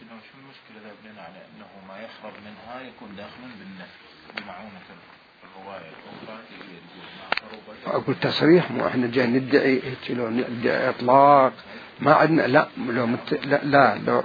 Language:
Mesopotamian Arabic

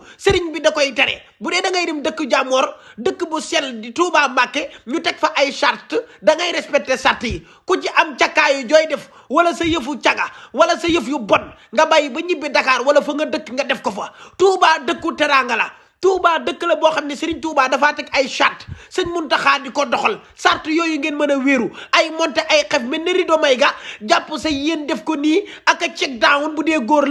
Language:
Wolof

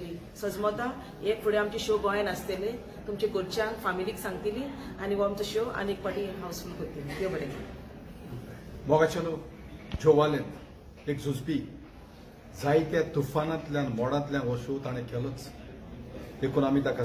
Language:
Konkani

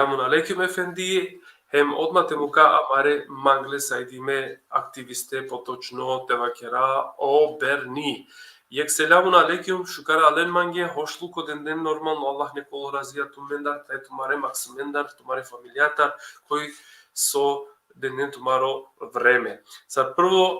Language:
Balkan Romani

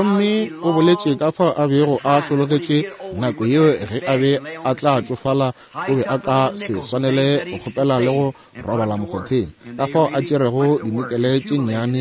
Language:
Northern Sotho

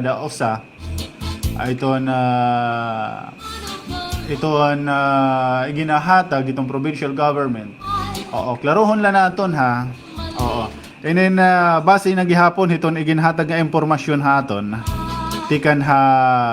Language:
Waray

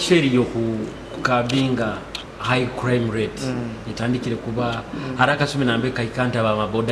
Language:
Nyoro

